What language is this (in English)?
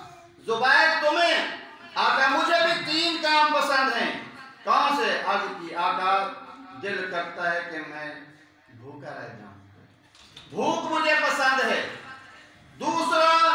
Urdu